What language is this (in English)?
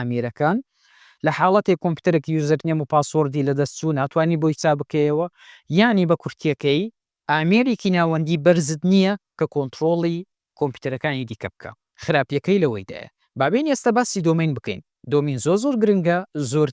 Central Kurdish